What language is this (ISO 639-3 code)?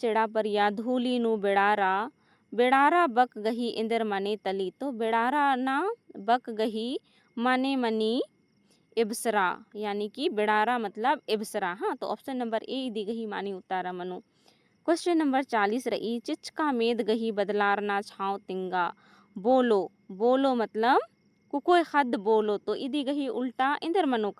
kru